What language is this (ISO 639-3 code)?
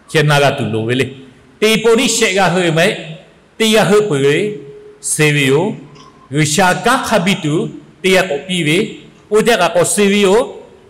lhu